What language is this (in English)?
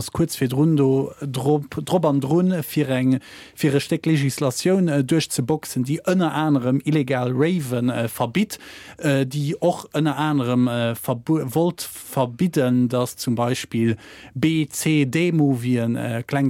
Luxembourgish